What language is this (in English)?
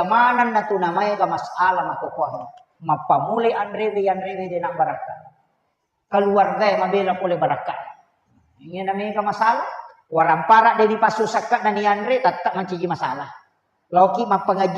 Buginese